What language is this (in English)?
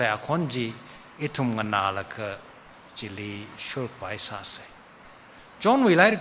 Tangkhul Naga (India)